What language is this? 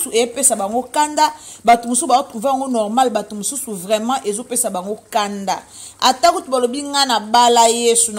Lingala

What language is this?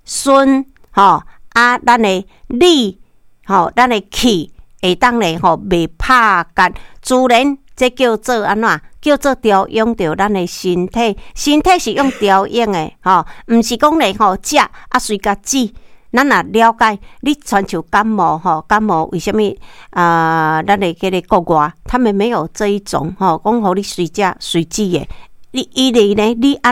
Min Nan Chinese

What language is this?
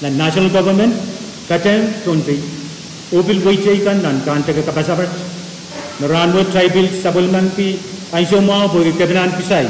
Pohnpeian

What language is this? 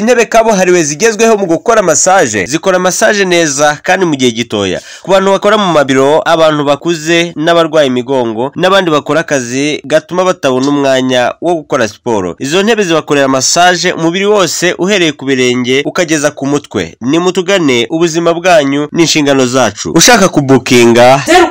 Kinyarwanda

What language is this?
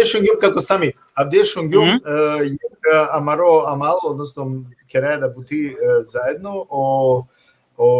Balkan Romani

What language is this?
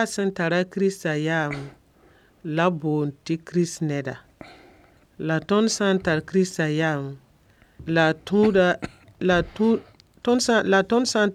Mossi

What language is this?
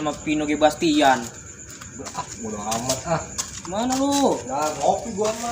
Betawi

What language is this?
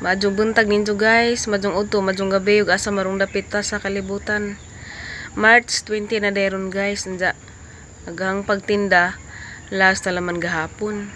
Cebuano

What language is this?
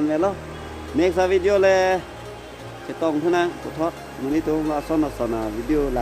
Karbi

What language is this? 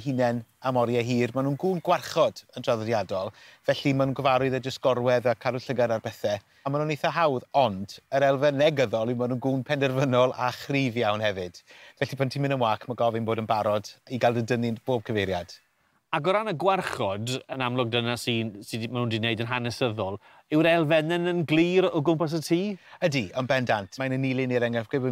Welsh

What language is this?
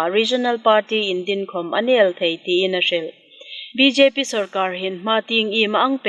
Hmar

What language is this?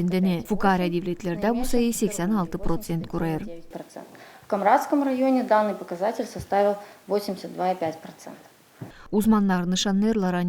Gagauz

